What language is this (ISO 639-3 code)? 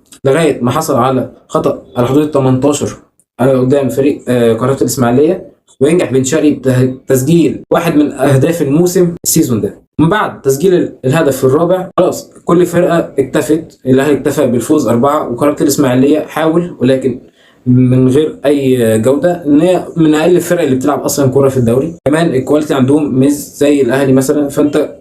arz